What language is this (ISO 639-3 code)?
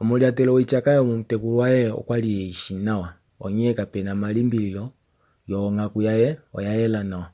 kua